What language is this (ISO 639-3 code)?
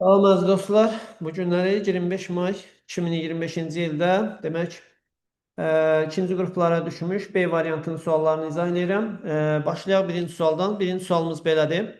aze